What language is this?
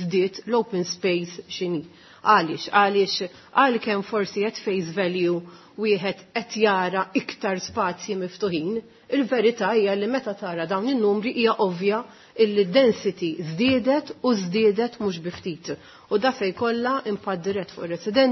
Maltese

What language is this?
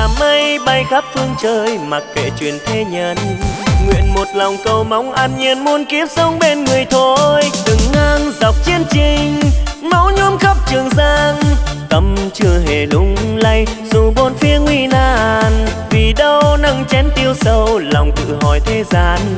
Vietnamese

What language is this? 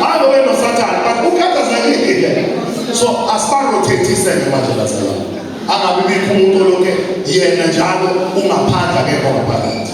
Zulu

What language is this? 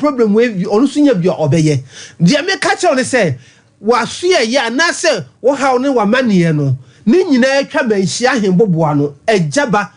Akan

